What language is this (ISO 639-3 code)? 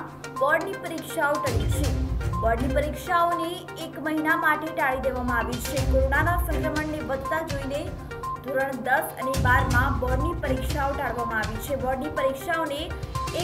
guj